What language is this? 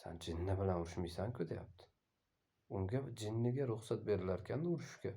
Uzbek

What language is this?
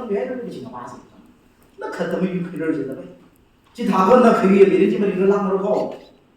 Tangkhul Naga (India)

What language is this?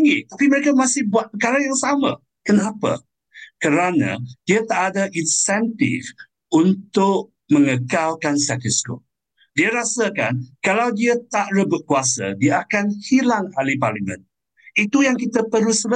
Malay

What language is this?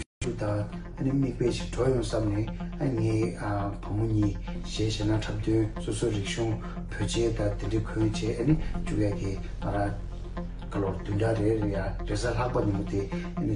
Tibetan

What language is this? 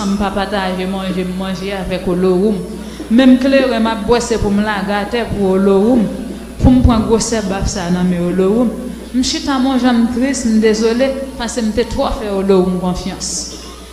Haitian Creole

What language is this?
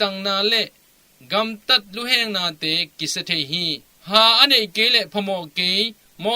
Tedim Chin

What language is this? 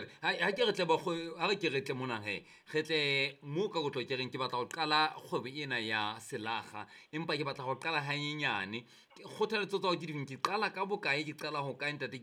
Southern Sotho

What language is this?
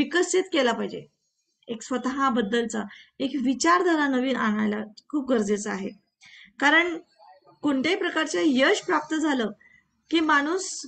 Marathi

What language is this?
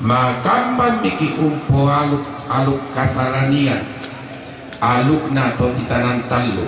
Toraja-Sa'dan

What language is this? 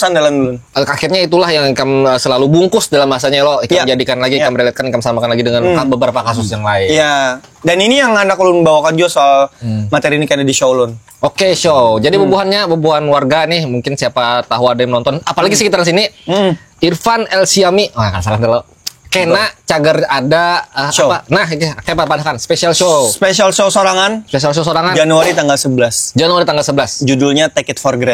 Banjar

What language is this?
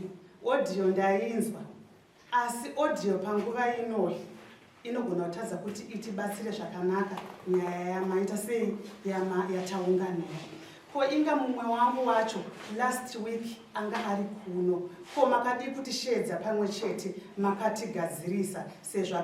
Shona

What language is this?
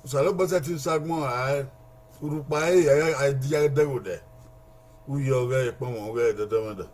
Bini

